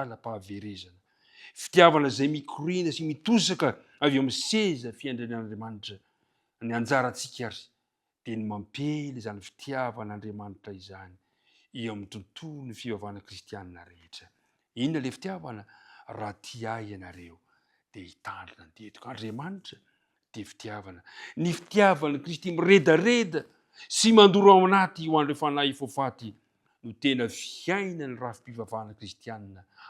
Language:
Malagasy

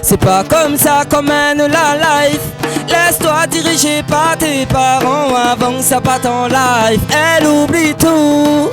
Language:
Réunion Creole French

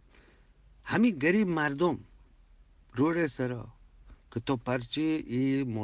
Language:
Eastern Balochi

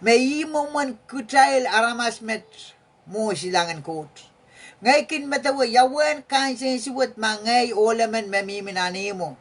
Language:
Pohnpeian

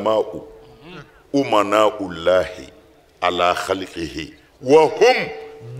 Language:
Bambara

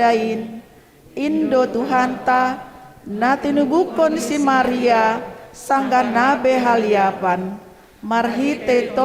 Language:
Batak Simalungun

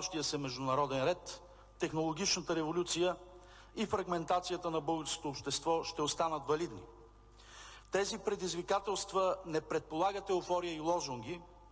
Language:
Bulgarian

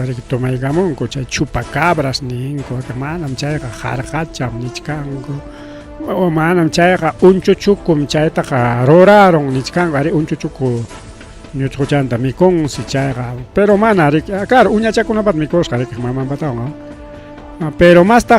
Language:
Ayacucho Quechua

